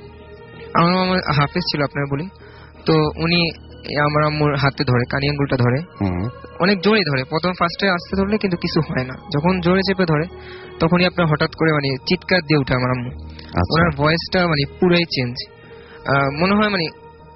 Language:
Bangla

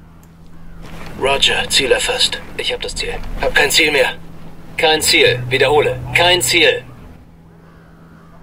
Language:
German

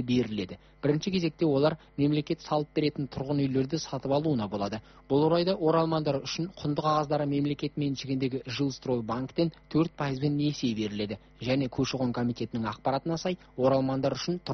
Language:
Kazakh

